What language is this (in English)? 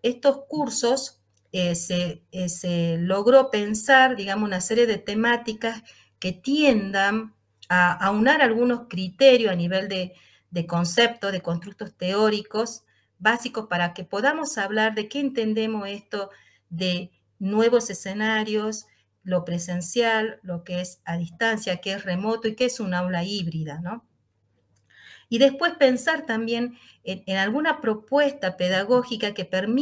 Spanish